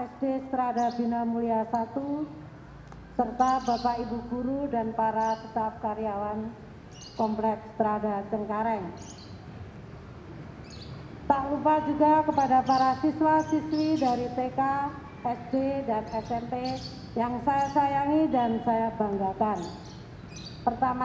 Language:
Indonesian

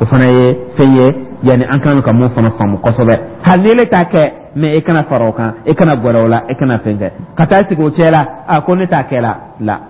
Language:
Dyula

